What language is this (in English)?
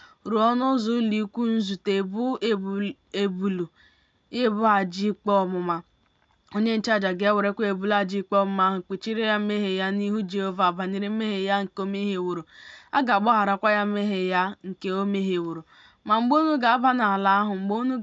Igbo